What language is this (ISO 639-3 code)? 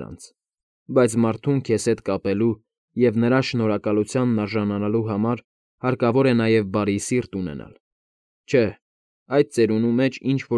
hye